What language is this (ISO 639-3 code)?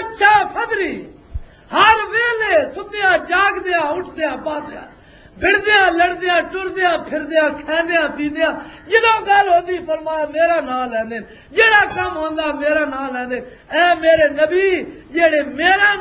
lah